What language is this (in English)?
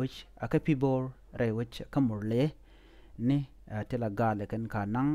Nuer